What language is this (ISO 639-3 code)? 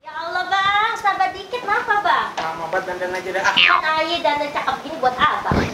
bew